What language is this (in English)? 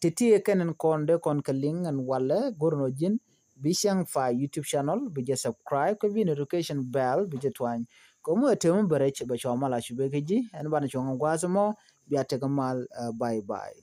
Nuer